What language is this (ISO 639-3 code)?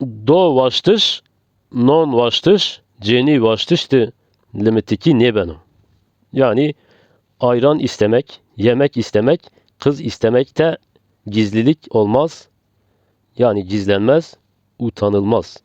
zza